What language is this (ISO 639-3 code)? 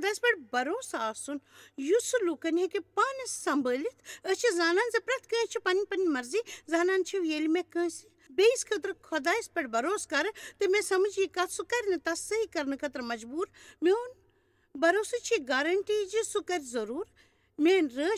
kas